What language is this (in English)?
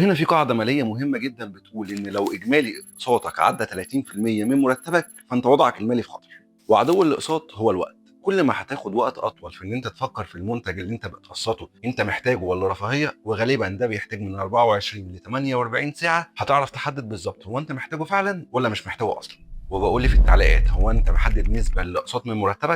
Egyptian Arabic